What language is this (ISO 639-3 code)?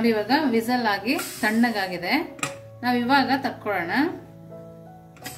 kan